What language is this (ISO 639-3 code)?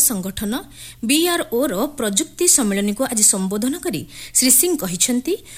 ori